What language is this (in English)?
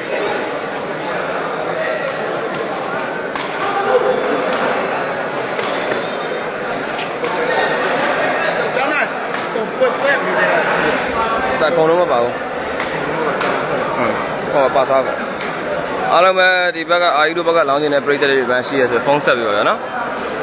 Burmese